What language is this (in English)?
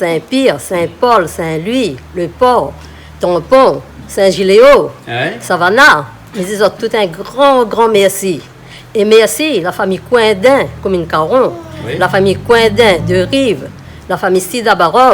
Réunion Creole French